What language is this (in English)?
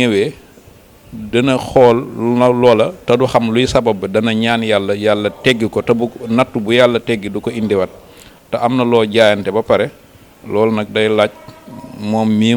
Wolof